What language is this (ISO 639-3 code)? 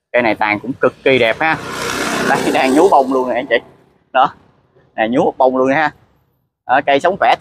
vie